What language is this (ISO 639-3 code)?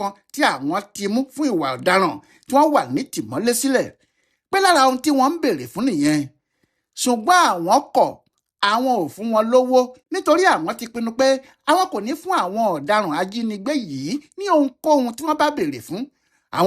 yor